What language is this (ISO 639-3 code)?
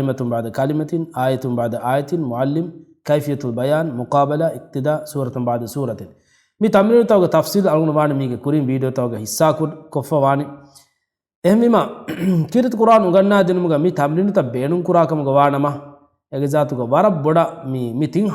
div